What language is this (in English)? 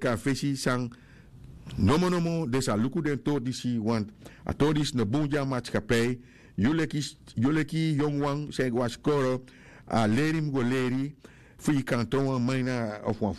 Sranan Tongo